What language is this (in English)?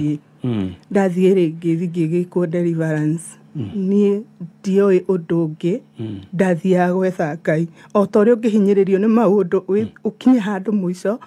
Kikuyu